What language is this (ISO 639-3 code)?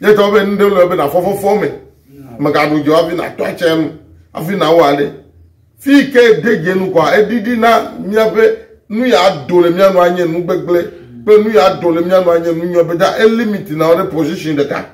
ewe